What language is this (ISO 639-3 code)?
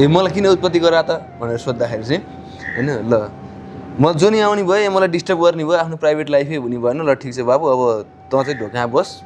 nep